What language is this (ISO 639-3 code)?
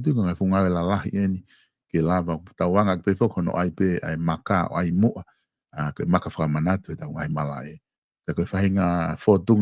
ton